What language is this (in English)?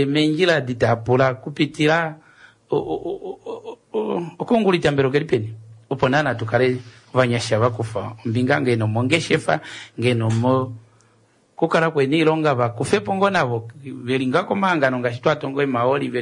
Kuanyama